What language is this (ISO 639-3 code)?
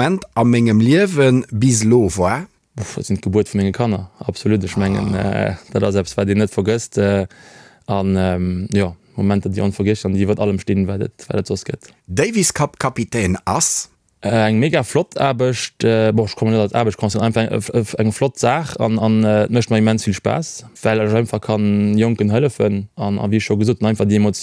ltz